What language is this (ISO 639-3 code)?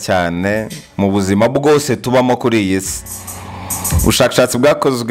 kin